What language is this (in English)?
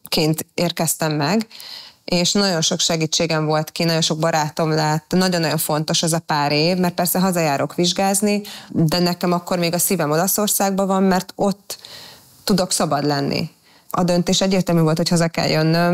Hungarian